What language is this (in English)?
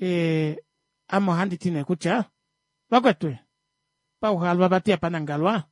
Kuanyama